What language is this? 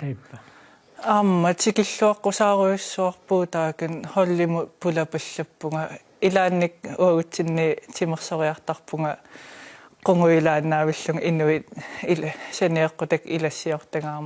Kalaallisut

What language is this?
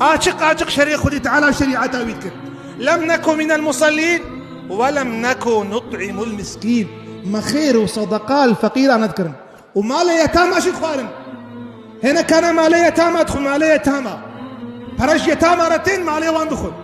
Kurdish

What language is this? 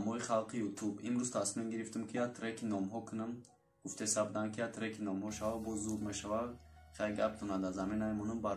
Tajik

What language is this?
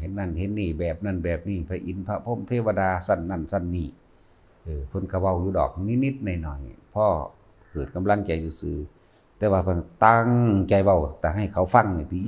Northeastern Thai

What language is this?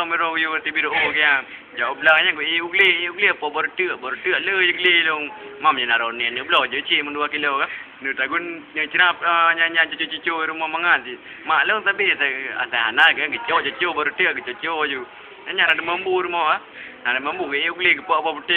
Achinese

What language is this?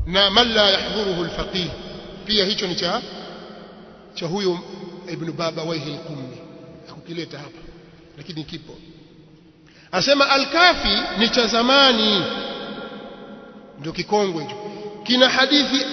Swahili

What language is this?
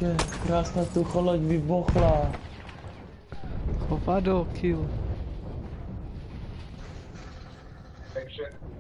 Czech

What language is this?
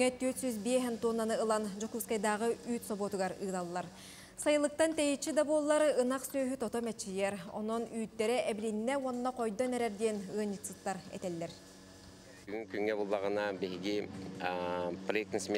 Yakut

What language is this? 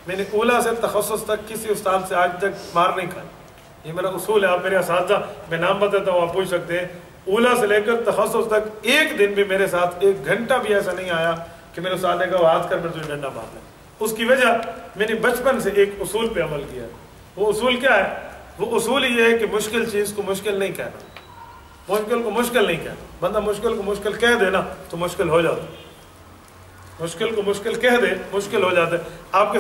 Urdu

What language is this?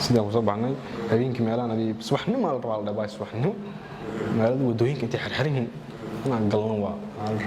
Somali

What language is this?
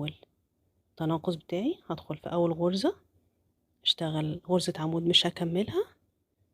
Egyptian Arabic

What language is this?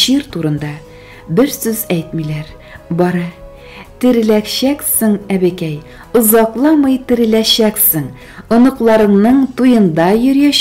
Tatar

